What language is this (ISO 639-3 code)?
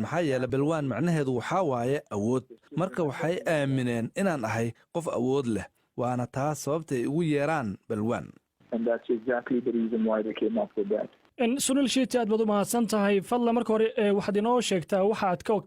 som